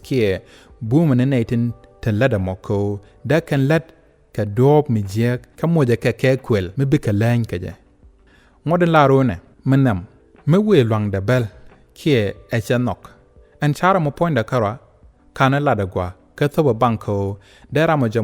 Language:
Nuer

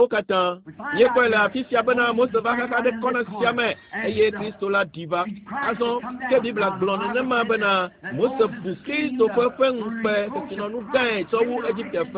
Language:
Ewe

